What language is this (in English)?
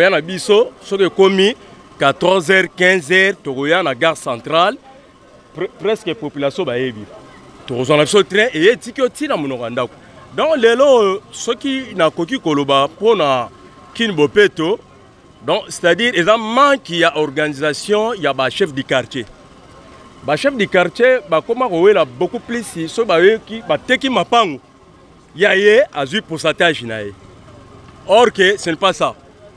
Lingala